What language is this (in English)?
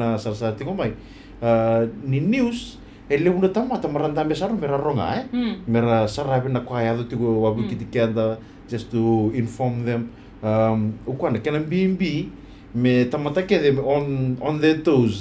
Fijian